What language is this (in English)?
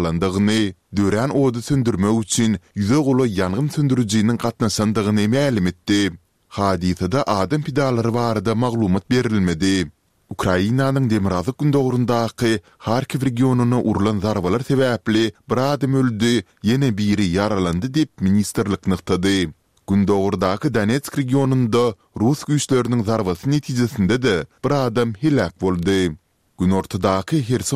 Turkmen